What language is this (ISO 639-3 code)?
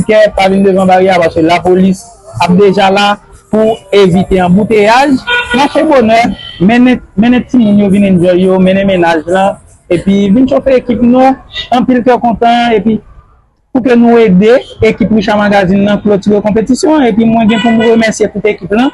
hat